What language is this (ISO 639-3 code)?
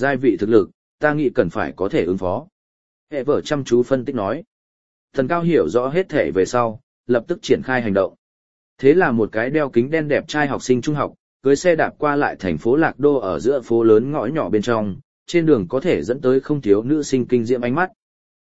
vie